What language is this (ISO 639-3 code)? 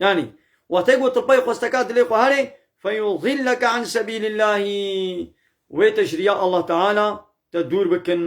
kur